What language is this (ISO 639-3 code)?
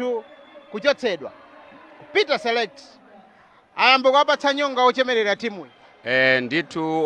nya